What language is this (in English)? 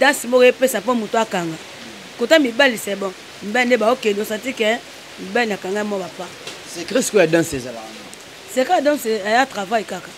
Lingala